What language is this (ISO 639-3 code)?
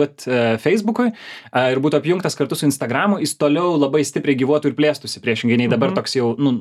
lit